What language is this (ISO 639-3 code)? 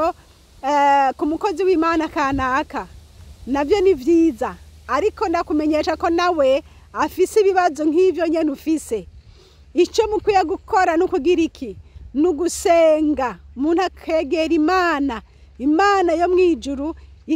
run